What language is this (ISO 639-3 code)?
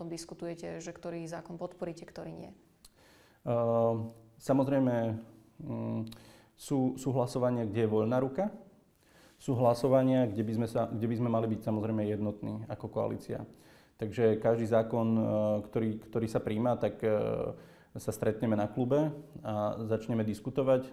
slk